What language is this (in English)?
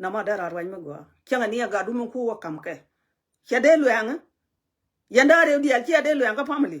Nuer